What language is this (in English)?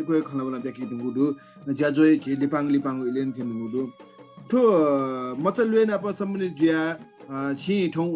Newari